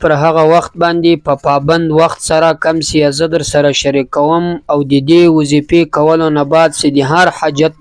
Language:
Pashto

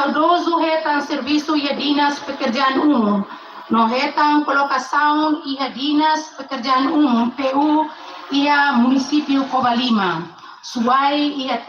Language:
Tetum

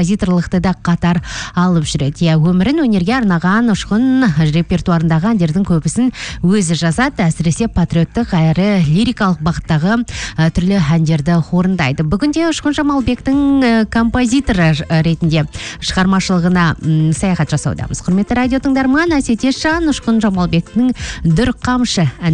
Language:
Kazakh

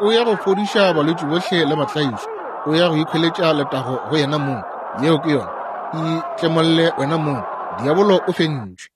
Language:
Northern Sotho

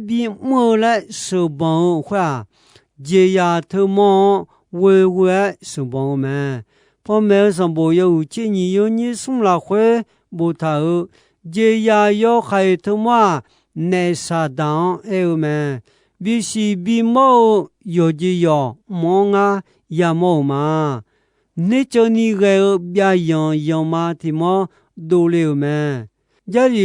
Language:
Akha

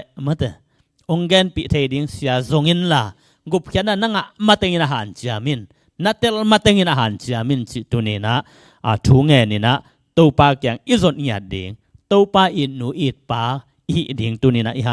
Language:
Tedim Chin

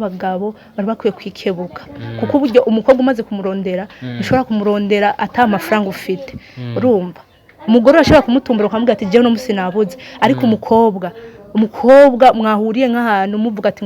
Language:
Rundi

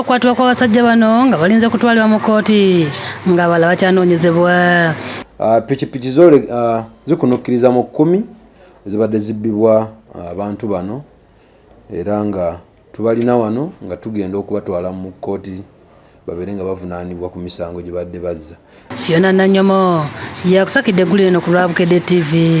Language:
Ganda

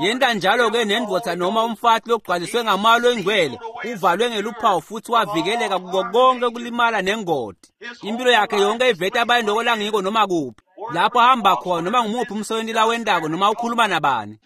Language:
Swati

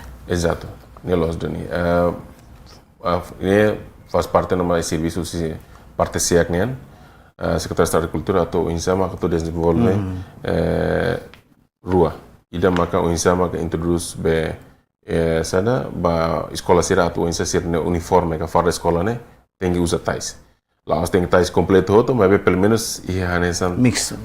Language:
Tetum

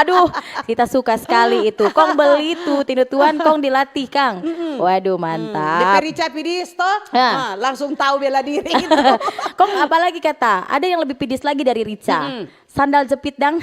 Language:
Manado Malay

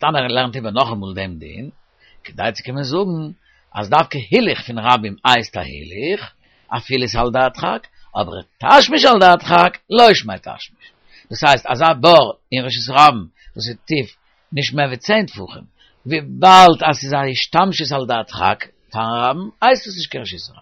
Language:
Yiddish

